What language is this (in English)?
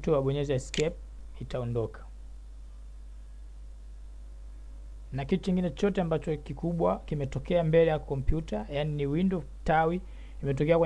Swahili